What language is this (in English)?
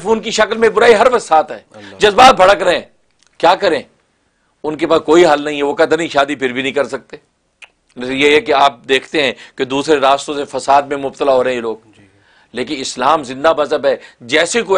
Urdu